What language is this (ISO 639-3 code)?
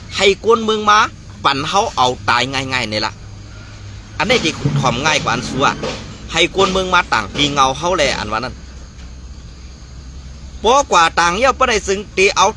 shn